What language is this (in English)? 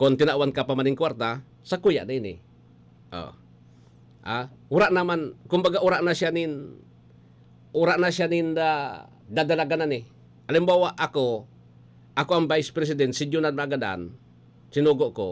Bikol